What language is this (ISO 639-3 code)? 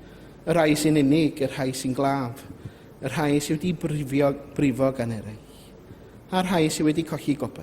cym